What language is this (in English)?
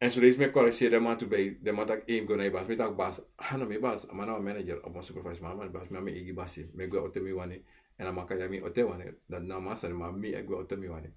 Sranan Tongo